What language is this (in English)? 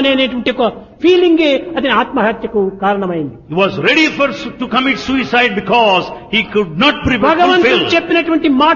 Telugu